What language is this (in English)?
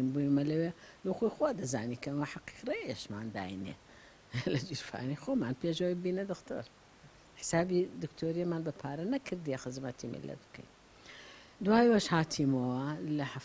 Central Kurdish